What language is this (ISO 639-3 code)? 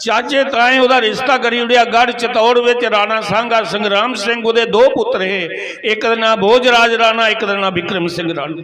doi